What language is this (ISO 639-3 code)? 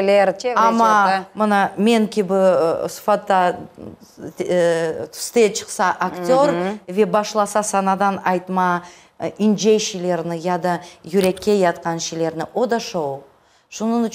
crh